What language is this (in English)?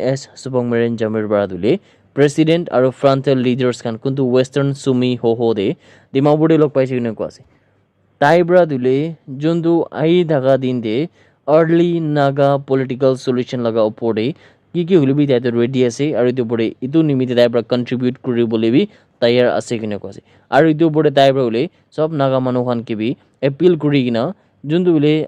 Naga Pidgin